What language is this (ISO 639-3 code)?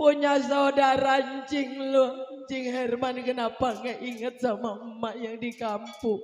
bew